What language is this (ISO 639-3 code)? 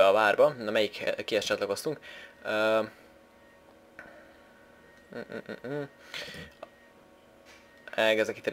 hun